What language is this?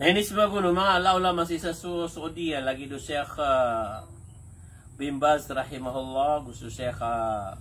Maranao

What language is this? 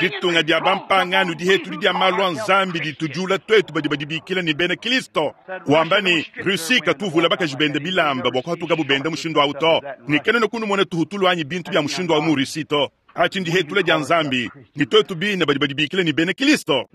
Luba-Lulua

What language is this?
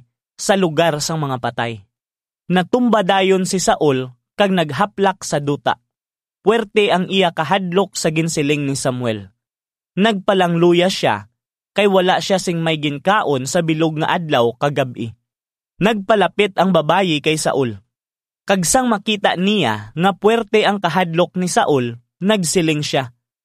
Hiligaynon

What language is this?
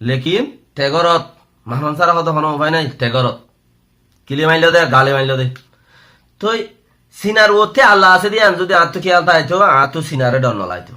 Rohingya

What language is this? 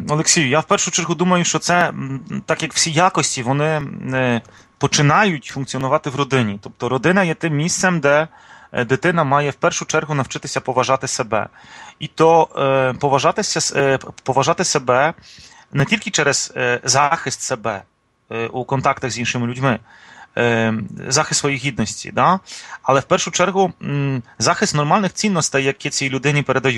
Ukrainian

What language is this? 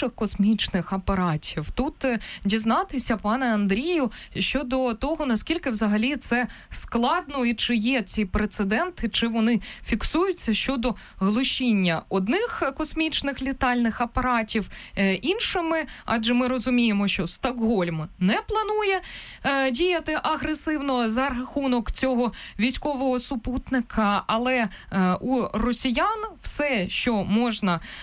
Ukrainian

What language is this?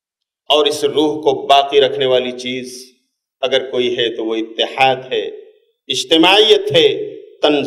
Urdu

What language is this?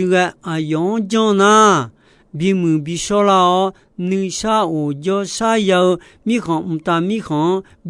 Akha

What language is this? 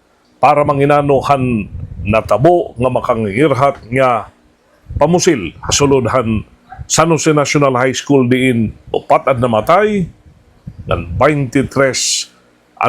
Waray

